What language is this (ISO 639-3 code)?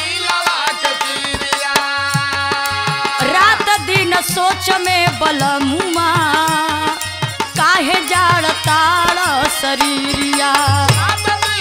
bho